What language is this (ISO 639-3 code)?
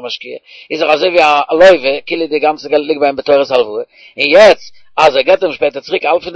yid